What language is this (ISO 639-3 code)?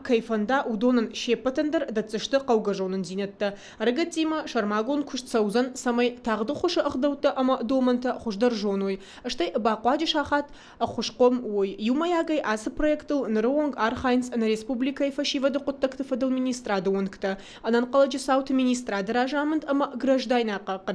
oss